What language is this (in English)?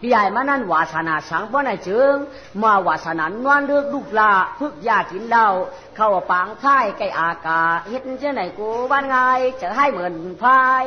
Shan